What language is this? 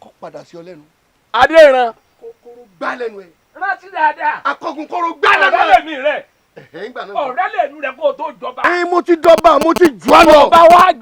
Yoruba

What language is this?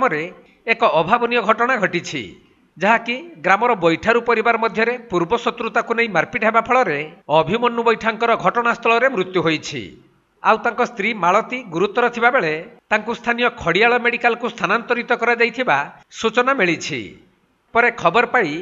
Odia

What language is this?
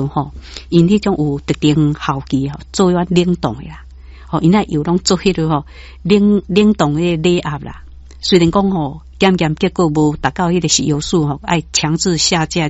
Min Nan Chinese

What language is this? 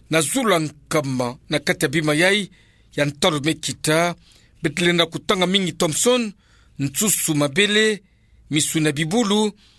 Kituba (Democratic Republic of Congo)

